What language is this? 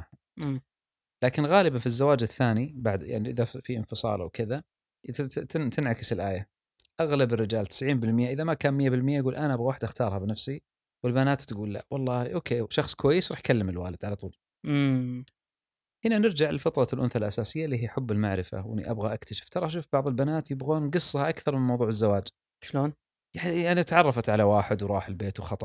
Gulf Arabic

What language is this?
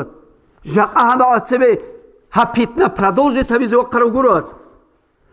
Avaric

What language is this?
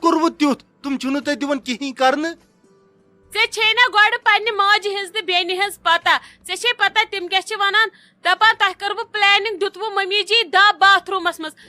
Kashmiri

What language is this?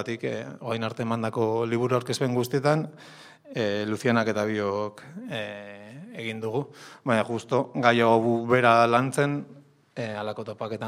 Basque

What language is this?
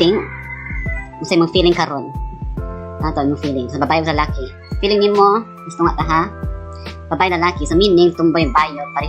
Cebuano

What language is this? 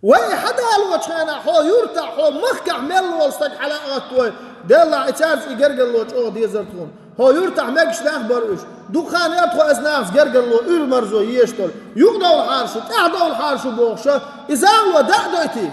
Chechen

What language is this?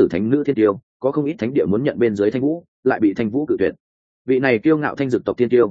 Vietnamese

